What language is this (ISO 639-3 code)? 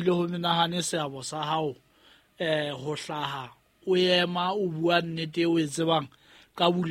sot